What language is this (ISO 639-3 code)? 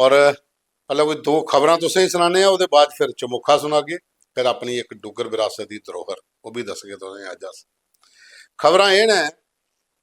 doi